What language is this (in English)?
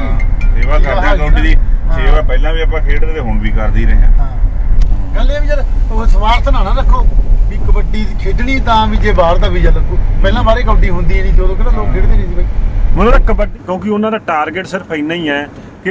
Punjabi